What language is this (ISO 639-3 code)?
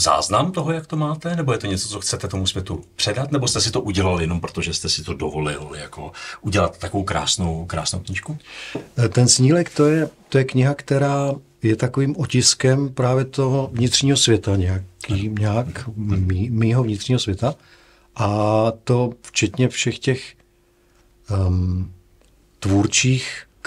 ces